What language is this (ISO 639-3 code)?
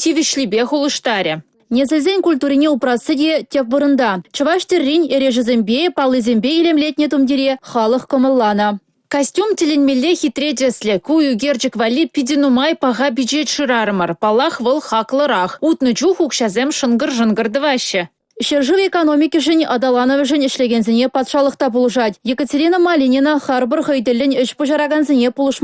chv